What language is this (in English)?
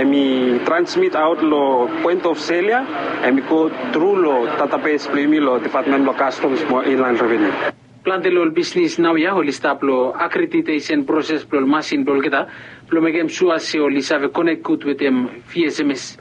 Bislama